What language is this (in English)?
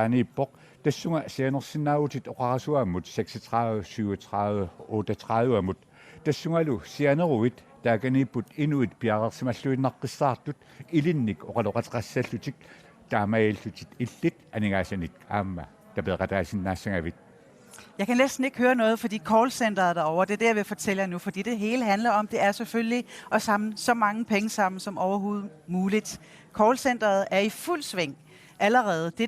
Kalaallisut